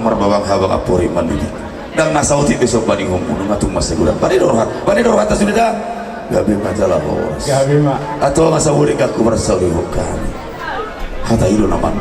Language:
Batak Toba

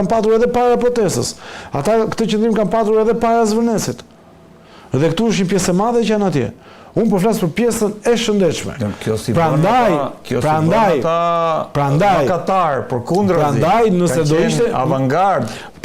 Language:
Albanian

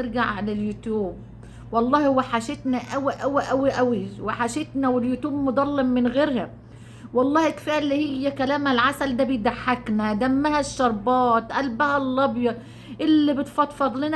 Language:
Egyptian Arabic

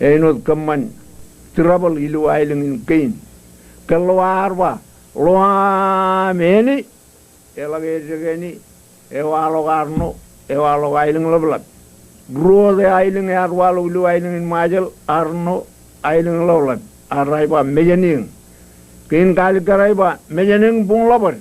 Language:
Marshallese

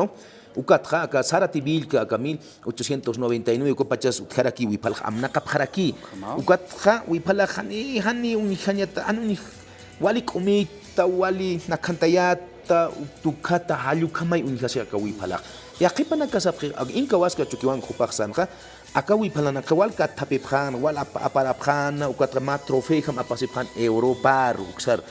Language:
Aymara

